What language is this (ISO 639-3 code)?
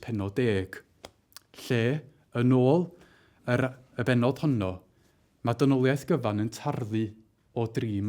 cym